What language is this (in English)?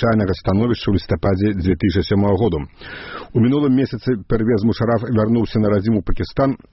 Belarusian